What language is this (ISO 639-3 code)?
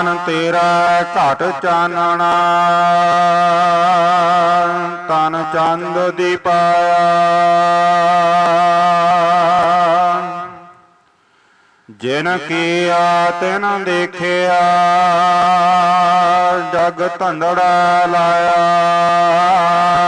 pan